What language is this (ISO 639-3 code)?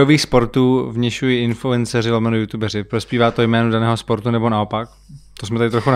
ces